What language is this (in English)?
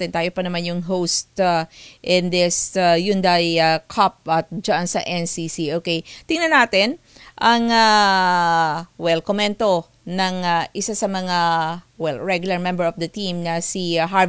Filipino